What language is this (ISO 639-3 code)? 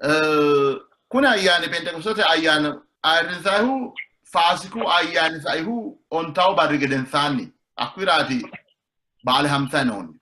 sid